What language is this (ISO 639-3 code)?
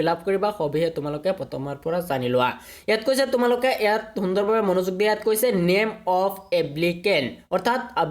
asm